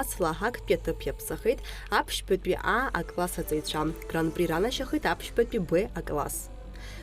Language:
Abkhazian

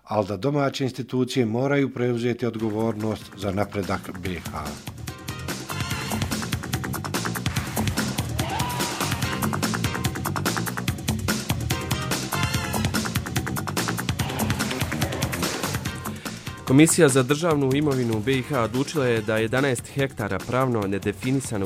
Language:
Bosnian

